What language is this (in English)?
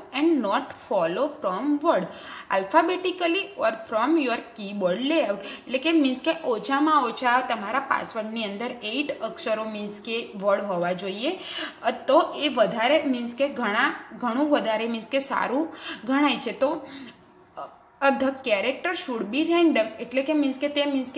Gujarati